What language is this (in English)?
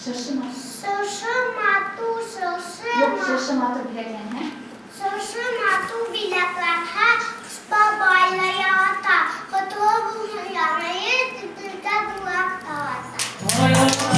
Bashkir